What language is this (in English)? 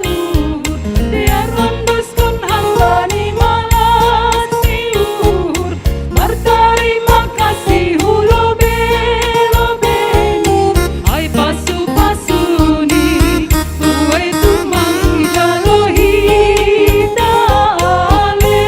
Batak Simalungun